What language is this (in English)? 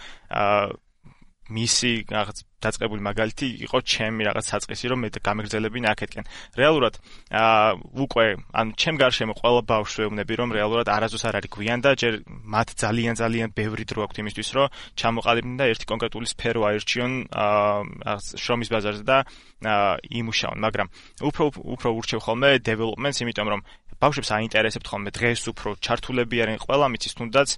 Georgian